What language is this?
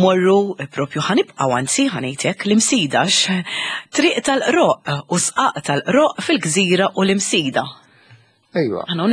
Maltese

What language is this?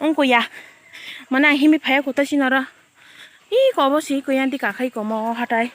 Kok Borok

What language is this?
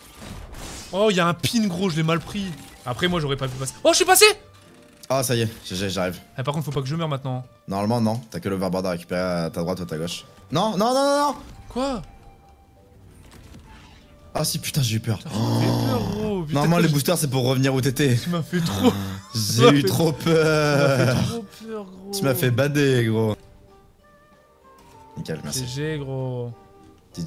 French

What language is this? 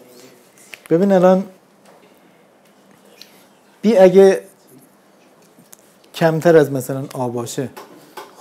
Persian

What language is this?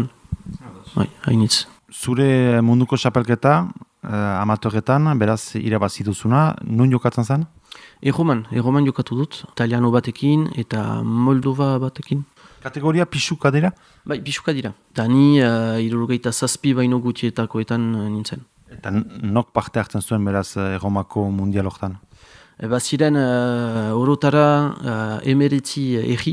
Basque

